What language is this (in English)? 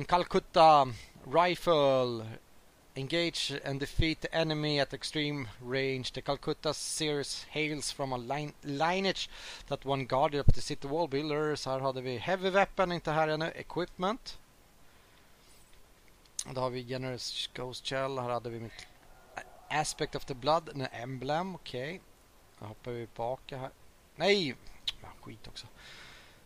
Swedish